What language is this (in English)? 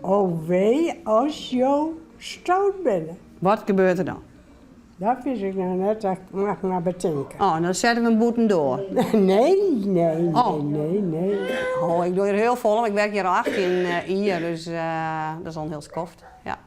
Western Frisian